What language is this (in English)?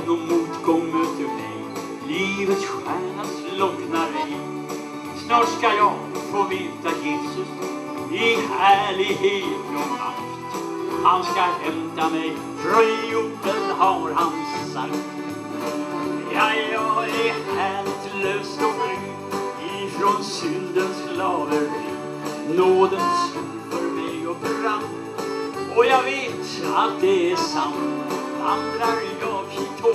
Swedish